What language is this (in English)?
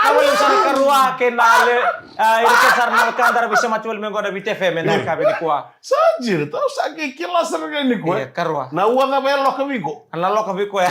Fijian